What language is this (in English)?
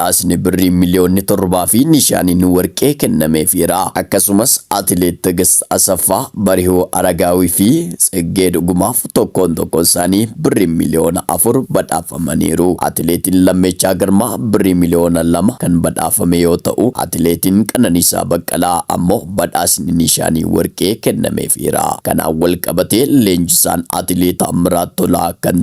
Oromo